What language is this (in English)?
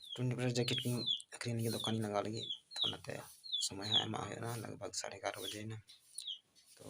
Santali